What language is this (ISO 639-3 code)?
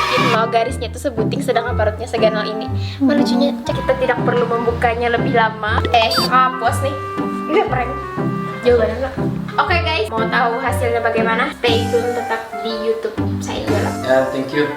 bjn